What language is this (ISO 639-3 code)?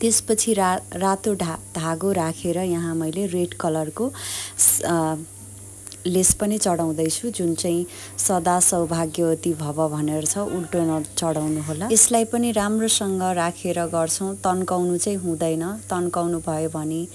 nep